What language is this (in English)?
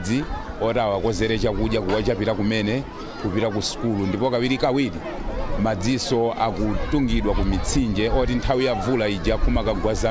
Nyanja